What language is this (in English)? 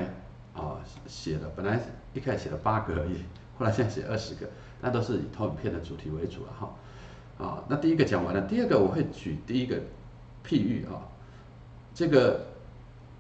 Chinese